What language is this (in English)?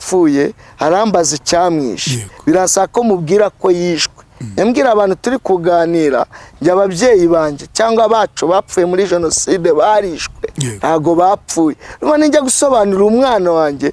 Kinyarwanda